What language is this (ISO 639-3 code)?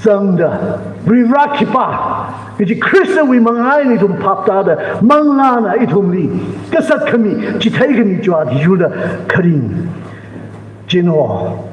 nmf